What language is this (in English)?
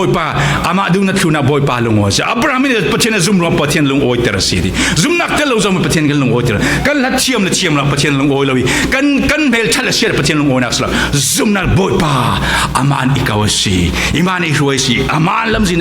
Falam Chin